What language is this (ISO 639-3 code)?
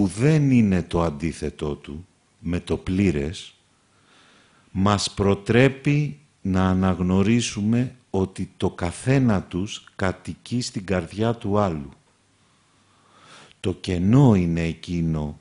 ell